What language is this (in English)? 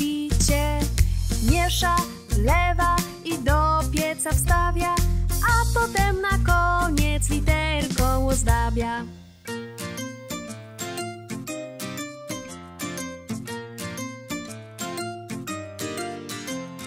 Polish